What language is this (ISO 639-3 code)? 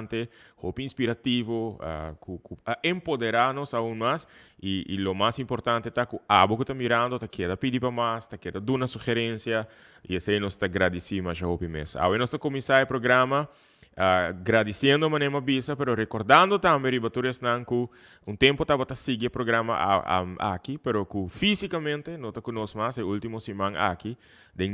pap